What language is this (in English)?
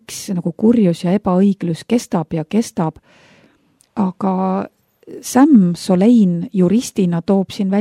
Estonian